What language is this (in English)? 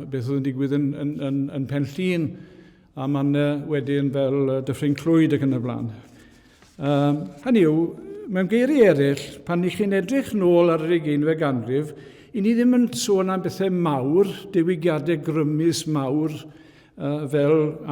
Welsh